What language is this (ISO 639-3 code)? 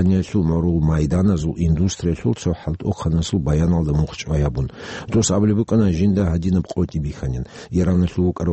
ava